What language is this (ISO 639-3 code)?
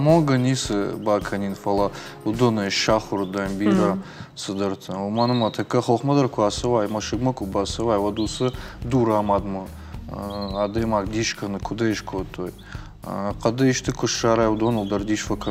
oss